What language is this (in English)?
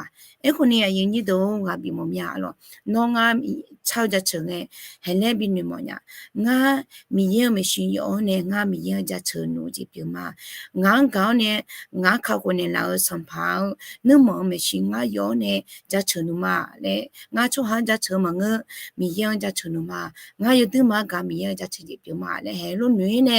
Akha